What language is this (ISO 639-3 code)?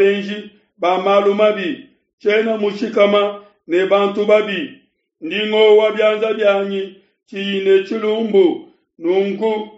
lua